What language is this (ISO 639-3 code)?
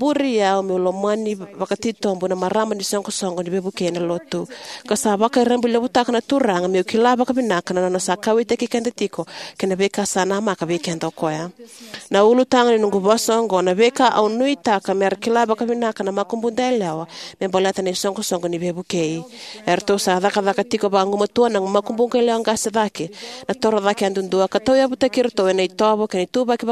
fij